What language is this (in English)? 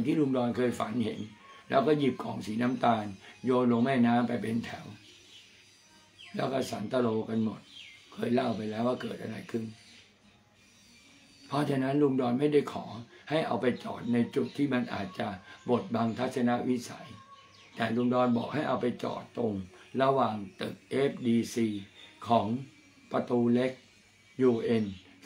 Thai